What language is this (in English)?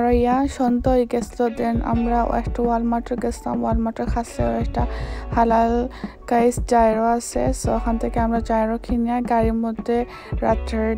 Bangla